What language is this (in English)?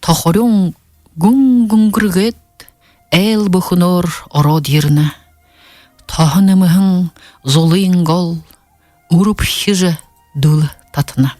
Buriat